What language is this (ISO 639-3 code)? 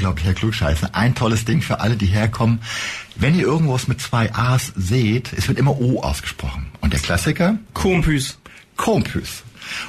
deu